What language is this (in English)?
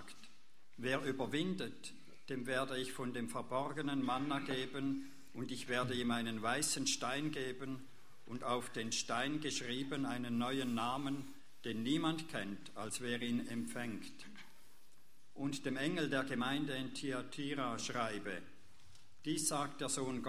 German